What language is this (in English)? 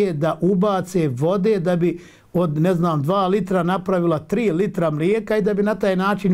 Bosnian